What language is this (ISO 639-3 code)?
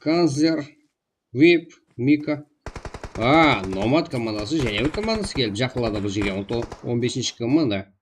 kaa